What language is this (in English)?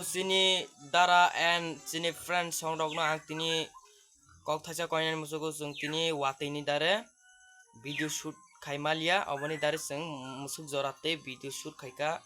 Kok Borok